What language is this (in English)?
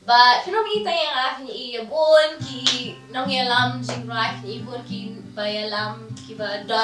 Khasi